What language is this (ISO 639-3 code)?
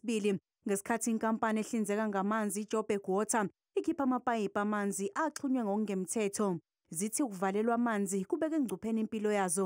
zul